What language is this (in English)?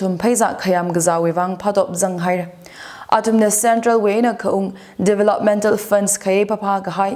Tangkhul Naga (India)